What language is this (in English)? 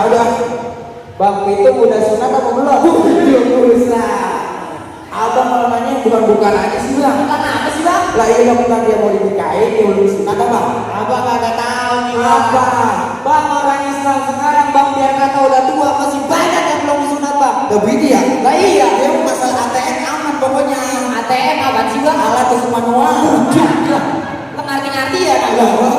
Betawi